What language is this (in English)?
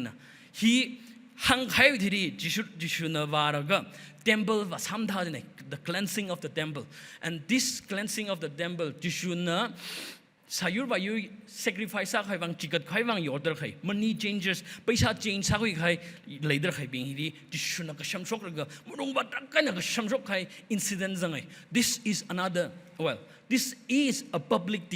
Tangkhul Naga (India)